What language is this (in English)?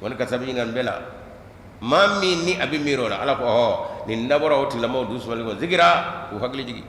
Bambara